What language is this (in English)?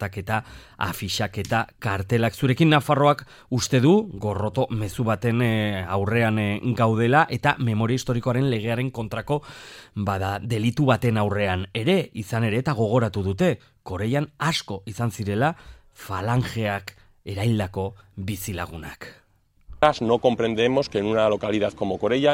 Basque